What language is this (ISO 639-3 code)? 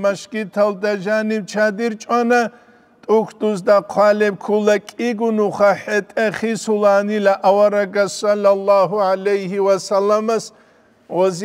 ava